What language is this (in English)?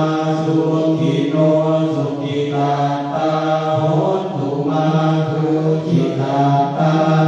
Pali